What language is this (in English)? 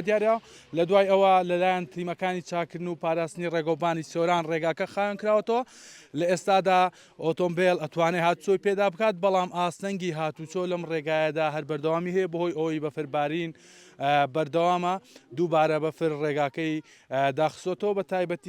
Central Kurdish